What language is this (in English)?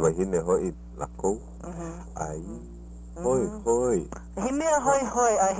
Hawaiian